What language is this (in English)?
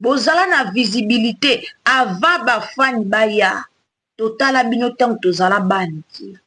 Lingala